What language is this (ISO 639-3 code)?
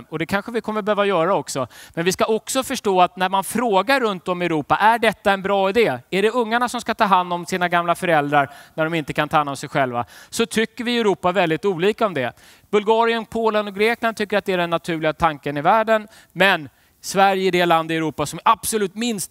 swe